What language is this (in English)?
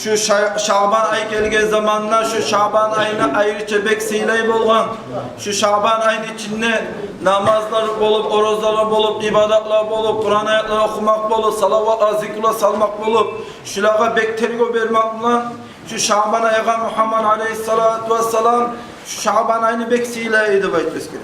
Kumyk